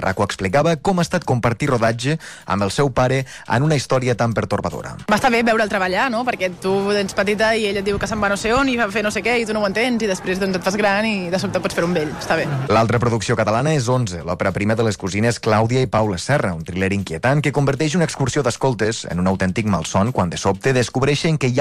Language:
Catalan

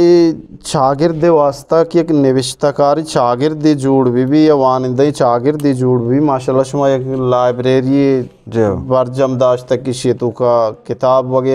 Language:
Eastern Balochi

